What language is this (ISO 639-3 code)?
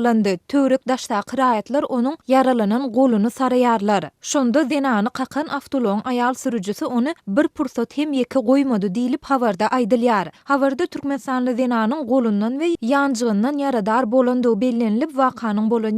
tuk